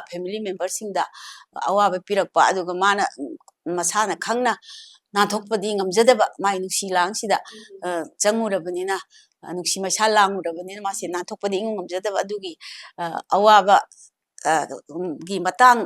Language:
Manipuri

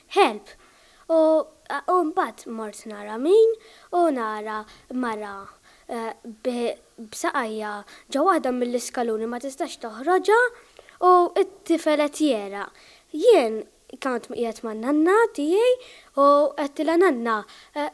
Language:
Maltese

